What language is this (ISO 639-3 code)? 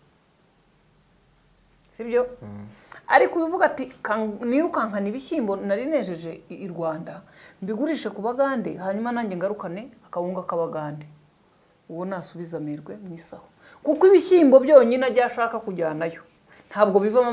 kin